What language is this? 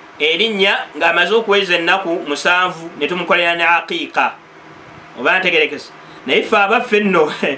Ganda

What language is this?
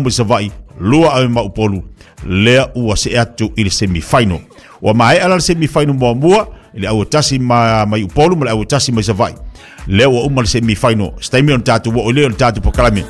Samoan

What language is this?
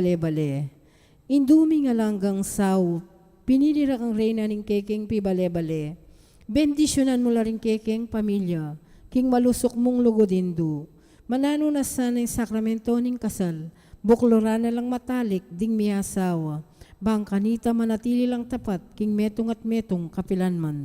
Pampanga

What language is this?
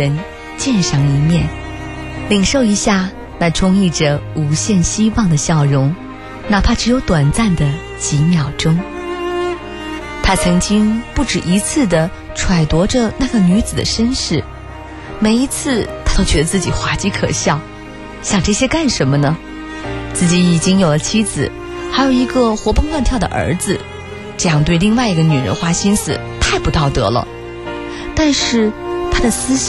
Chinese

